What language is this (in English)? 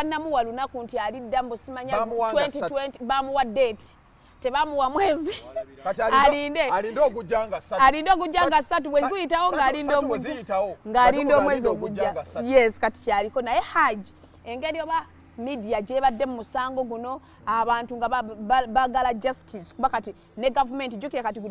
Ganda